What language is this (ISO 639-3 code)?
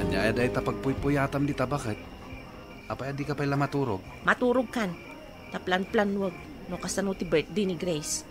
ilo